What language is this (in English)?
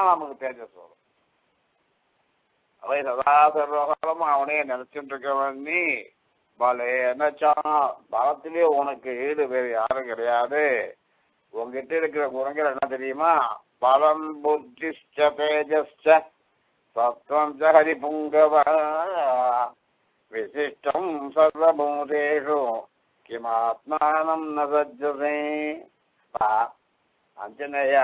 Tamil